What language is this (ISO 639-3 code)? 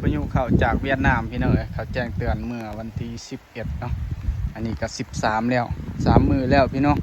lao